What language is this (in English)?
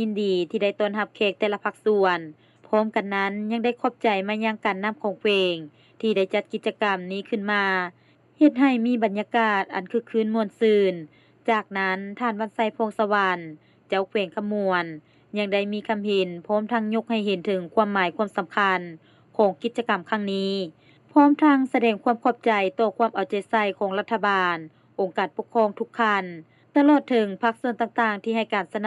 Lao